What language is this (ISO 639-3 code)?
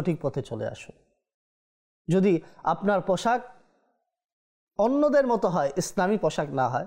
ben